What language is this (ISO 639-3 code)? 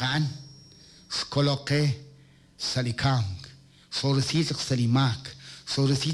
kek